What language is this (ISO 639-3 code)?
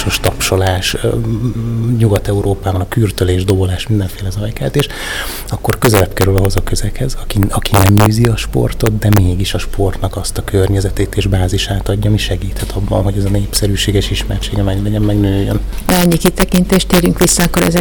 hun